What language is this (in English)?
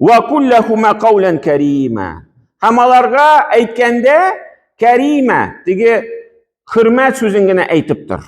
Tatar